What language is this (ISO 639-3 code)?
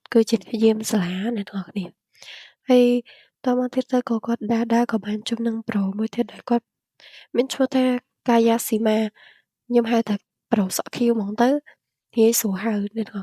khm